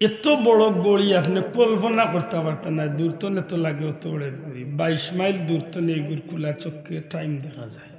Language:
Sylheti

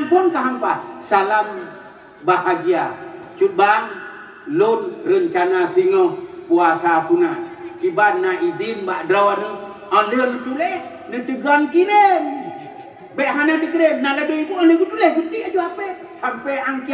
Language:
Achinese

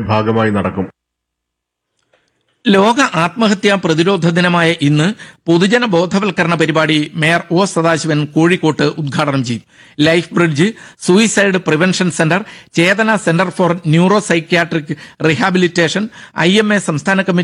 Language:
Malayalam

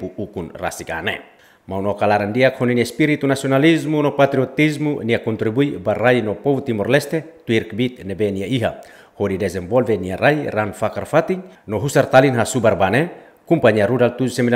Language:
Tetum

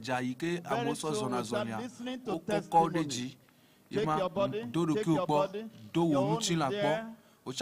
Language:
Ewe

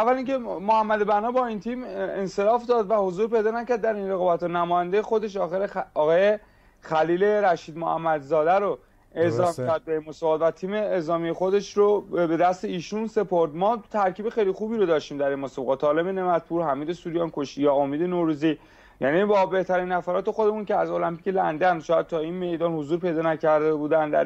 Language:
Persian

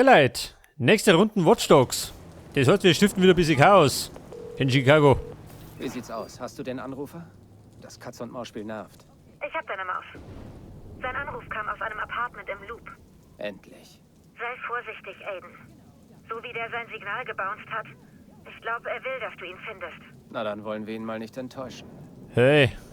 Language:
Bavarian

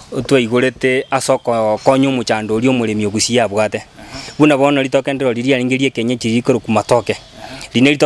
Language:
Gusii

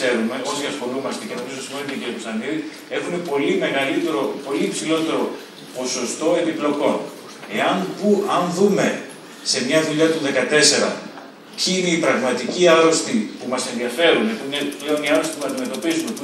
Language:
Greek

